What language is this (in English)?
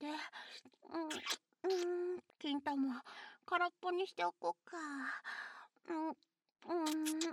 Japanese